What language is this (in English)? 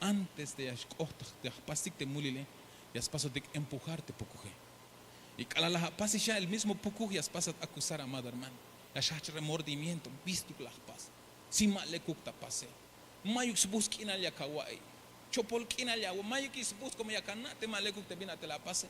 Tzeltal